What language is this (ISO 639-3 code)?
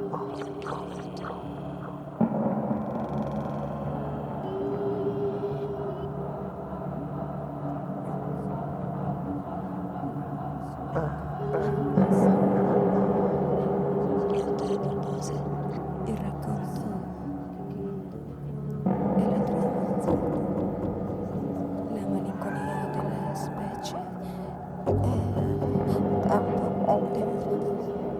ita